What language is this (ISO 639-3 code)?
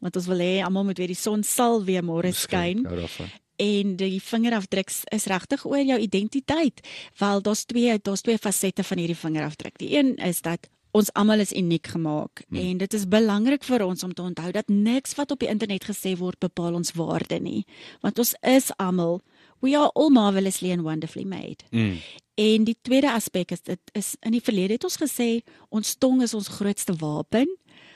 afr